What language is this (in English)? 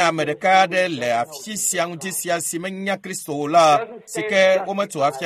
Ewe